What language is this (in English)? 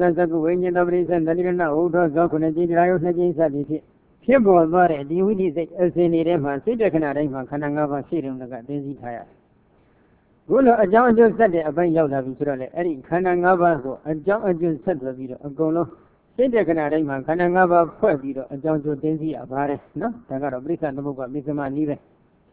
Burmese